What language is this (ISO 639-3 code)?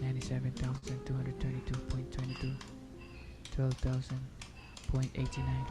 ewe